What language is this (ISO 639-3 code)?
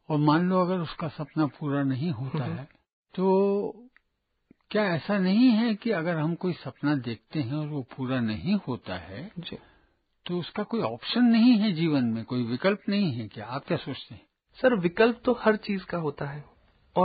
hin